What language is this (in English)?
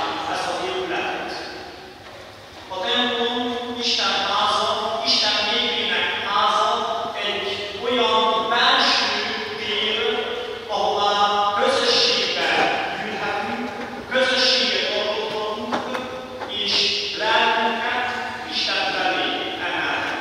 Hungarian